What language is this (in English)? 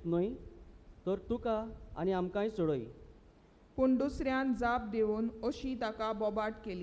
Konkani